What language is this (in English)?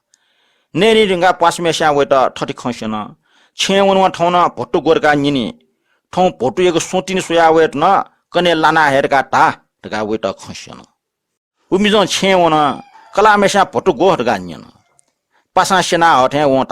Newari